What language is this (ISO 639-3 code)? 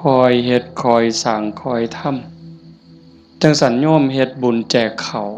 tts